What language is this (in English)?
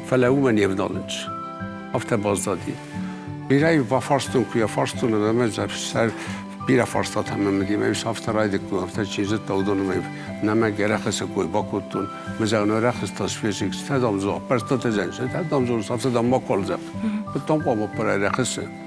Ossetic